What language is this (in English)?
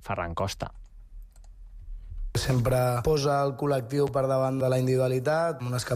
Catalan